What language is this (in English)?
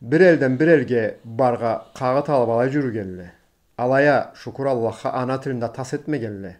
Karachay-Balkar